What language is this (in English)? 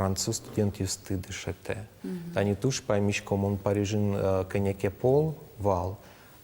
Udmurt